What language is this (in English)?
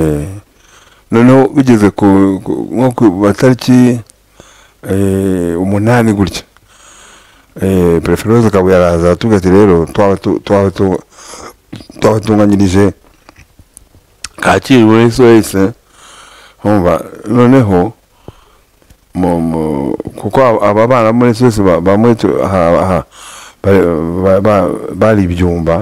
Kinyarwanda